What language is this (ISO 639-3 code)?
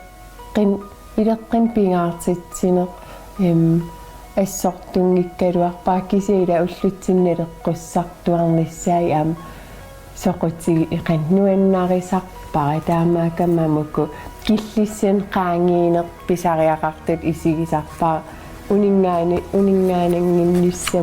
kal